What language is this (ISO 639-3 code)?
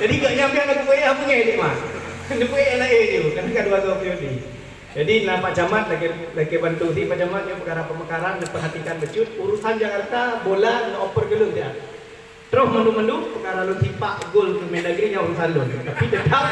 ace